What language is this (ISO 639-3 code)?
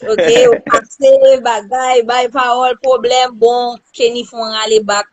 hat